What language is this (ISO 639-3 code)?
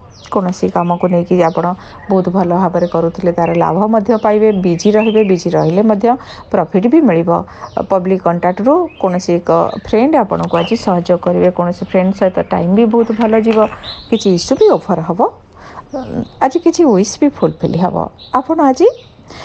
ori